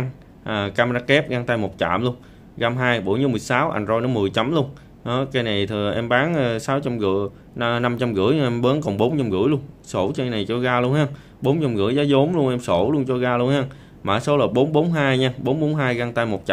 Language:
Vietnamese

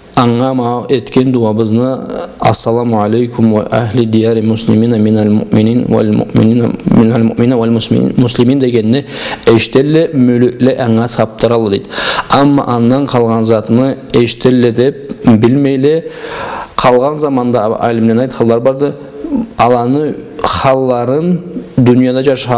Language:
Karachay-Balkar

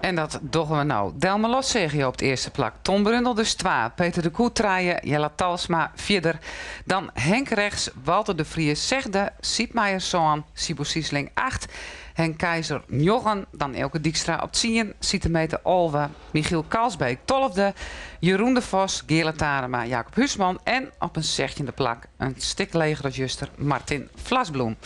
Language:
Western Frisian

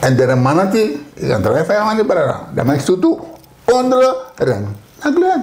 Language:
Sranan Tongo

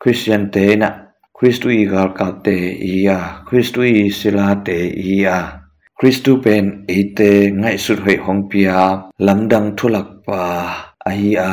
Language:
Tedim Chin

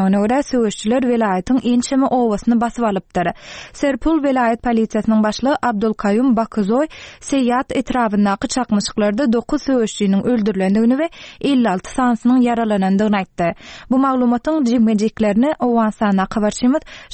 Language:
Turkmen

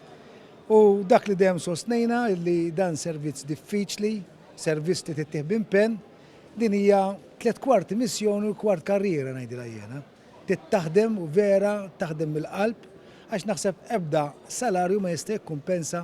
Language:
Maltese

